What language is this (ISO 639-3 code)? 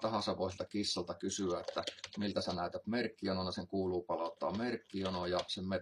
fin